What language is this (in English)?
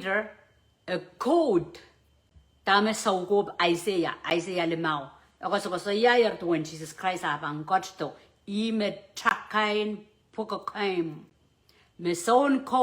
Pohnpeian